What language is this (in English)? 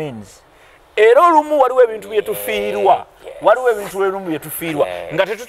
Ganda